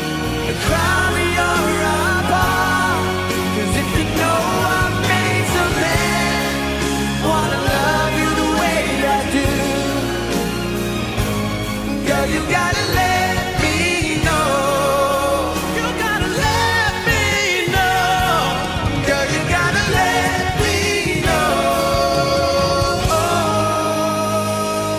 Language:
English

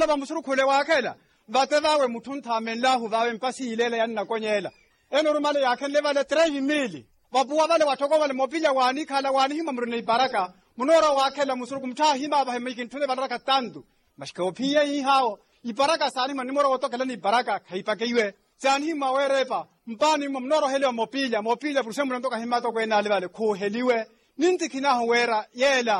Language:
Makhuwa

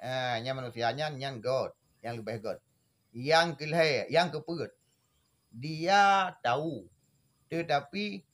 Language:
Achinese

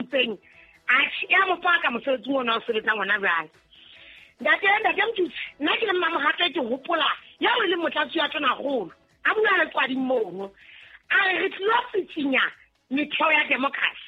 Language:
Southern Sotho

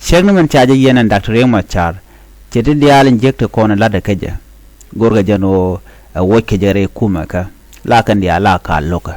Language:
Nuer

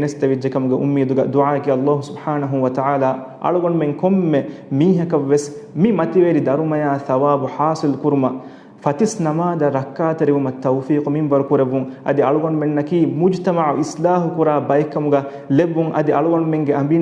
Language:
Divehi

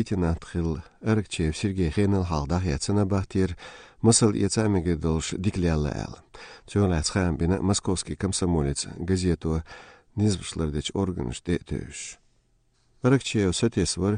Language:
Chechen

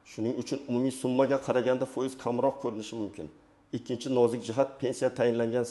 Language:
Uzbek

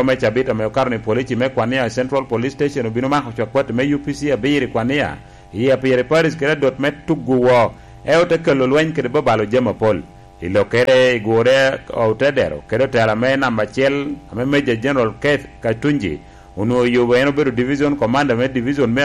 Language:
Lango (Uganda)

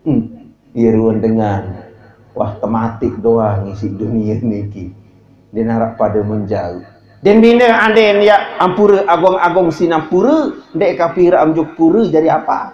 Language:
Sasak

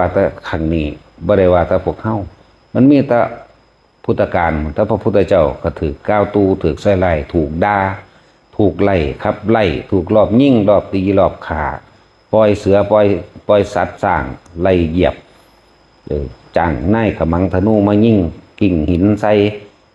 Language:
Northeastern Thai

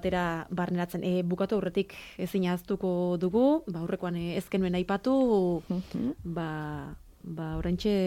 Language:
Basque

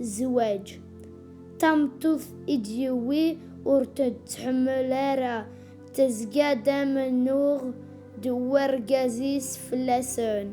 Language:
Kabyle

